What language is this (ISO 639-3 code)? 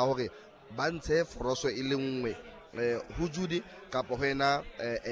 sot